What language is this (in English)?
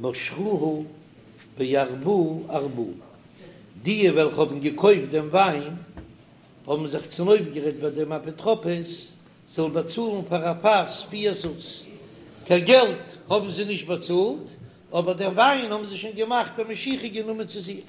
Yiddish